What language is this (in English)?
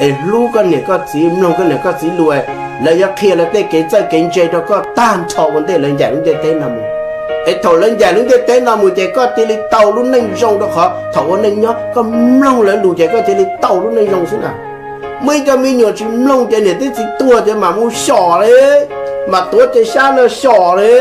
Hmong